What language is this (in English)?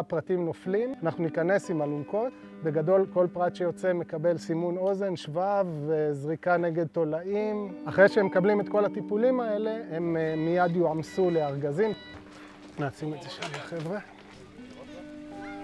Hebrew